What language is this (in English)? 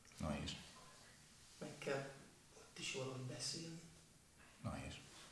Hungarian